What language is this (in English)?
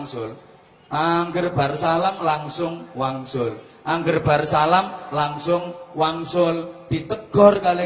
Javanese